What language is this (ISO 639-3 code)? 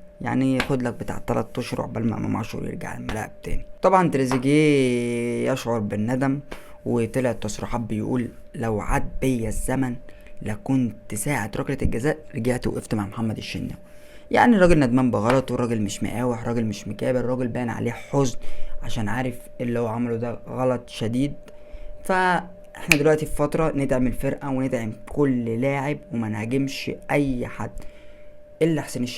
arz